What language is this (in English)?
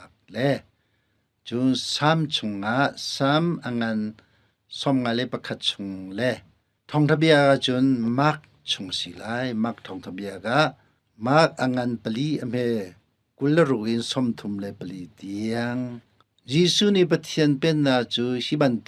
Hakha Chin